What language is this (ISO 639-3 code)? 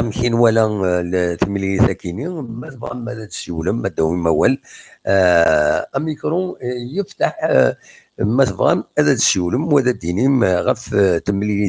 kab